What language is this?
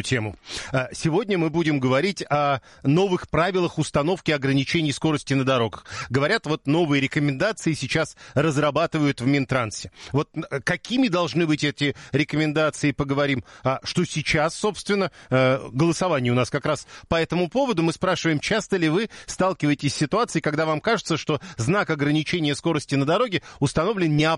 Russian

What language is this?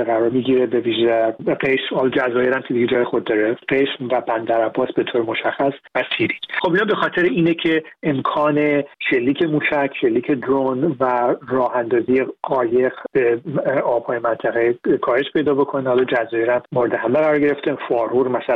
Persian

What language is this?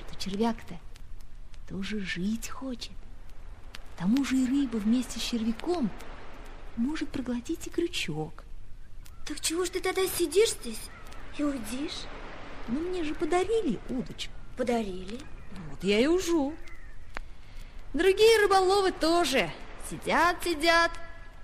Russian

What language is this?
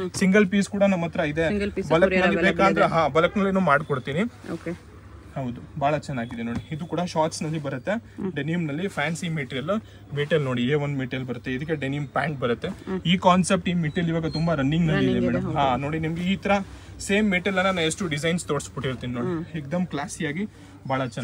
Kannada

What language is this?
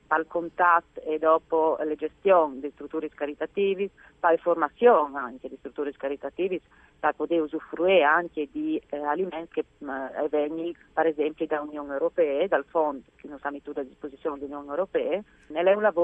Friulian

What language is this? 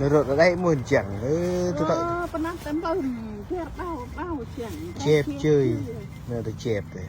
Central Mnong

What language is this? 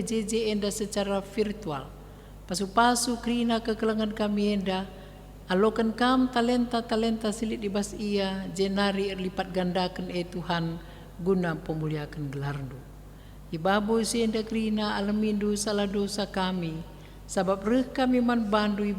Batak Karo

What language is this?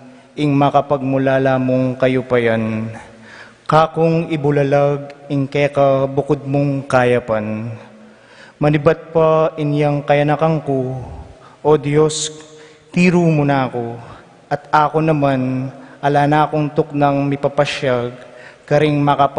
Pampanga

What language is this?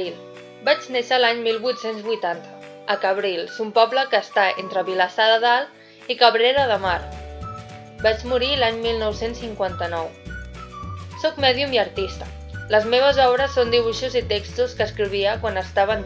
Catalan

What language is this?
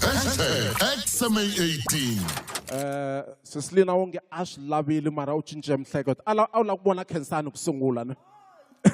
Tsonga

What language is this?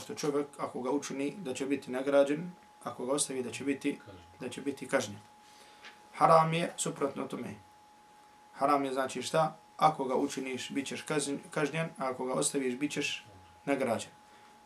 Bosnian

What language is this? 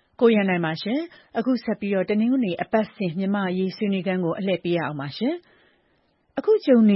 Burmese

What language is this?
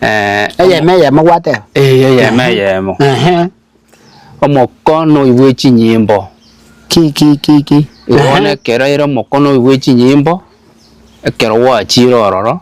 Gusii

